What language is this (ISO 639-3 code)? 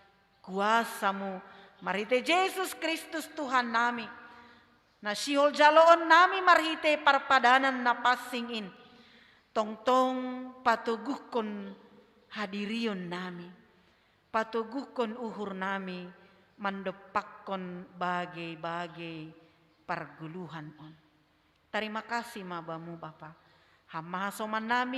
bts